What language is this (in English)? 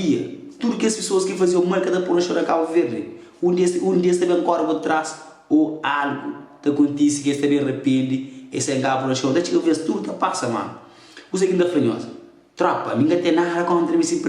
Kabuverdianu